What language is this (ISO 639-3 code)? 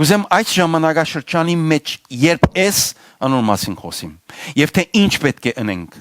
hyw